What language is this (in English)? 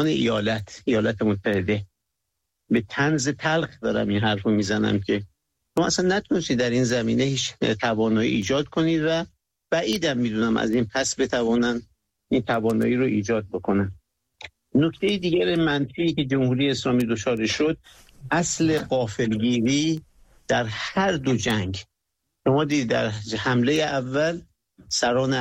Persian